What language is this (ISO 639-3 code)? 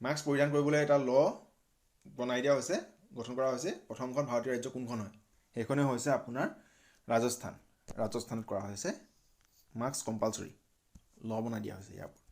asm